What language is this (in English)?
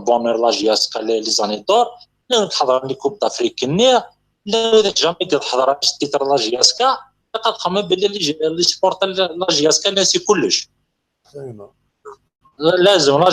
Kabyle